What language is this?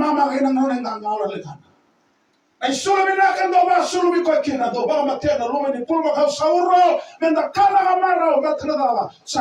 Fijian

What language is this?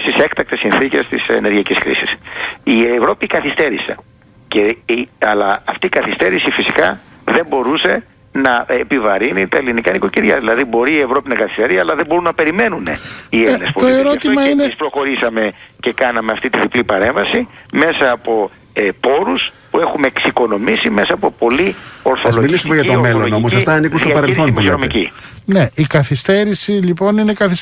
Greek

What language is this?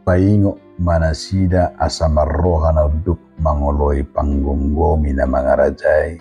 Batak Toba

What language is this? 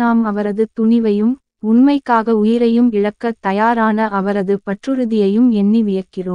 Tamil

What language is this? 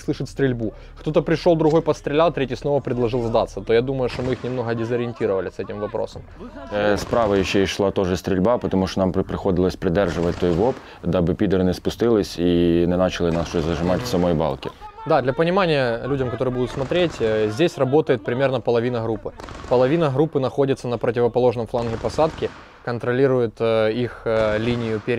Russian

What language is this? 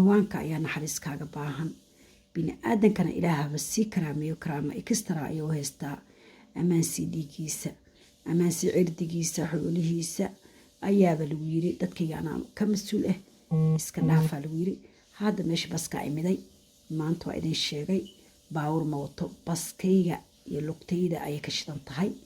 Somali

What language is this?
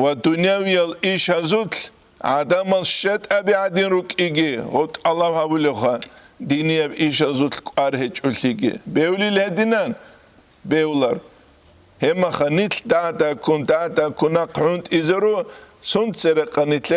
Avaric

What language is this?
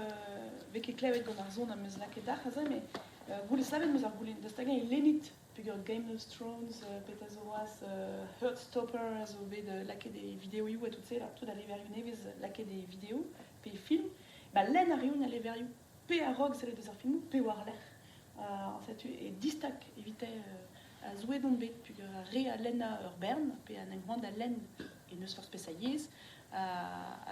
Breton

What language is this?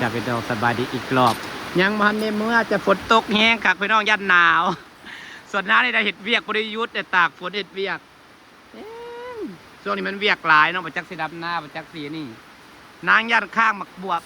Northeastern Thai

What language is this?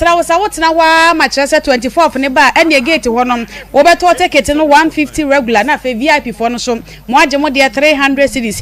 Akan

